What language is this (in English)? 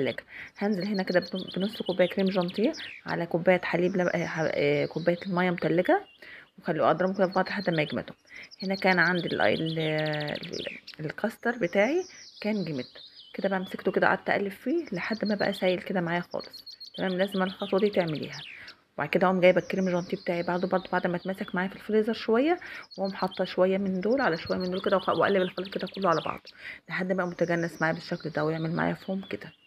Egyptian Arabic